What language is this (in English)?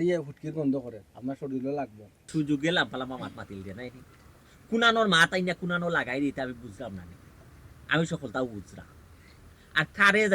Sylheti